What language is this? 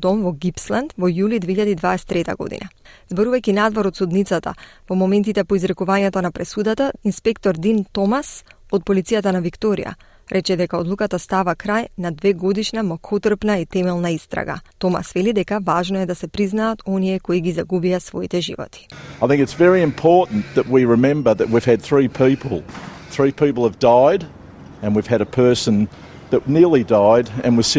Macedonian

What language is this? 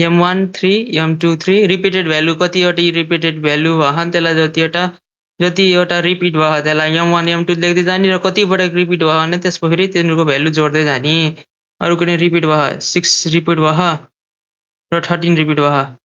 Nepali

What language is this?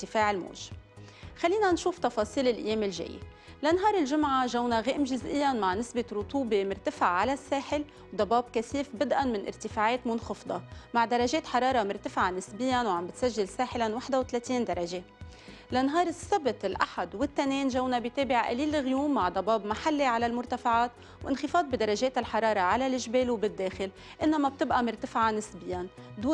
North Levantine Arabic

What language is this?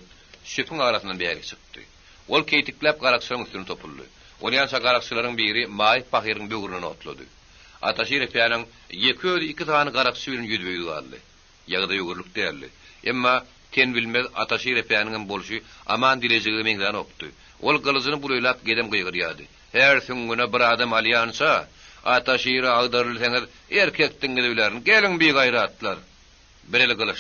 Turkmen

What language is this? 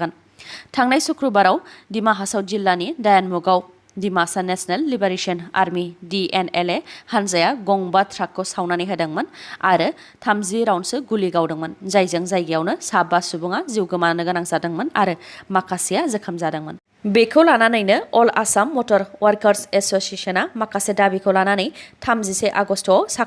Bodo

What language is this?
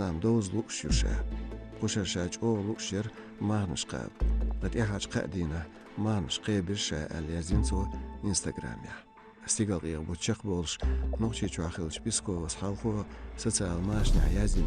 Chechen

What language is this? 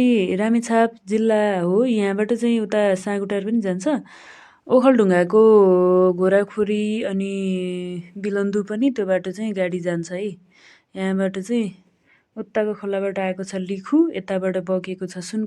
Nepali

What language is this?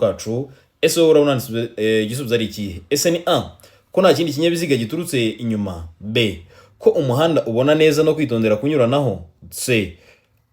Kinyarwanda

